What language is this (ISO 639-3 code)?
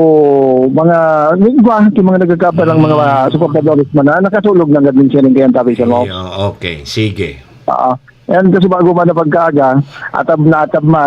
bik